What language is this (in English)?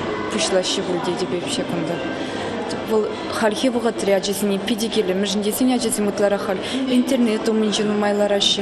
Chuvash